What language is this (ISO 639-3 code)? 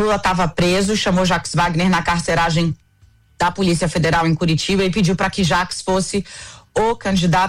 por